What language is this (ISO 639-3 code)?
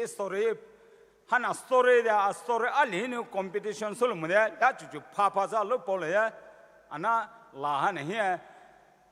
pmx